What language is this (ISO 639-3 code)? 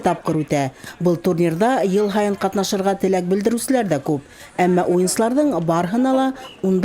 bak